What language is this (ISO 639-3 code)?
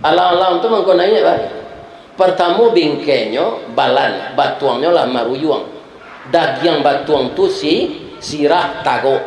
min